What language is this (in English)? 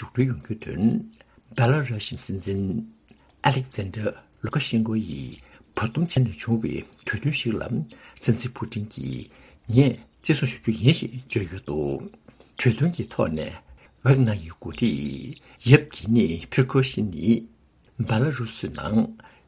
Tibetan